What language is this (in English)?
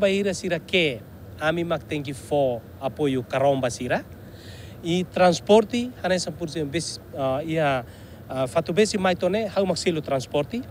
Tetum